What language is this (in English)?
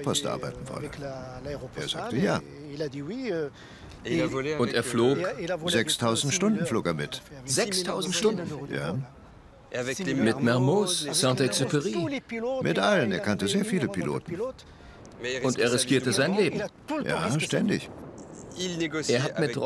German